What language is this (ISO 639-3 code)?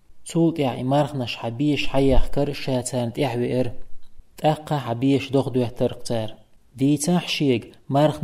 che